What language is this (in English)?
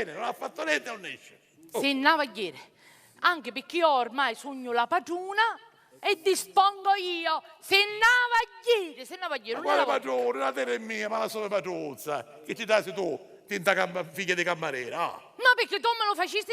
Sicilian